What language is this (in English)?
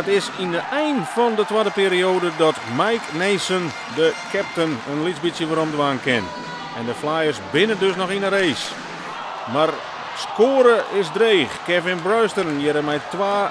Western Frisian